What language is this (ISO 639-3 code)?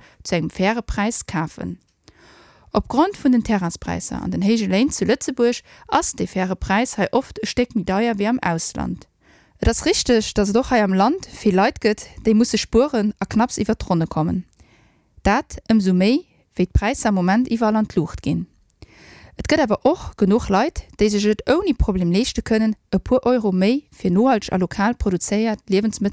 ltz